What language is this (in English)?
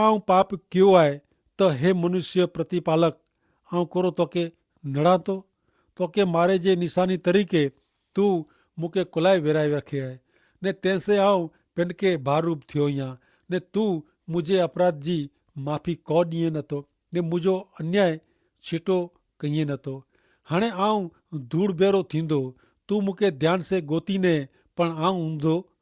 Kachhi